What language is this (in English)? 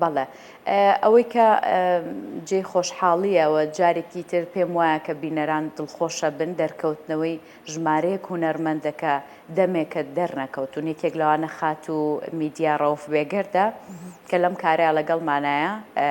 Central Kurdish